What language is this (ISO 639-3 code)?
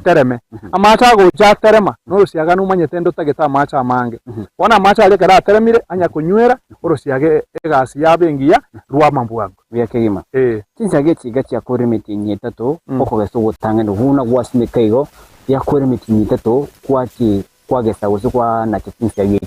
guz